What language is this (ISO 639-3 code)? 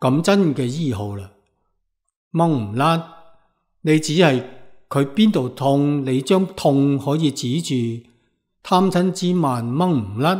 yue